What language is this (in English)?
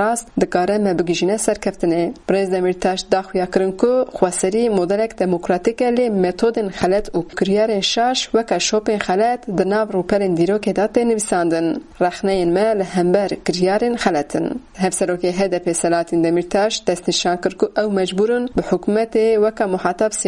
Kurdish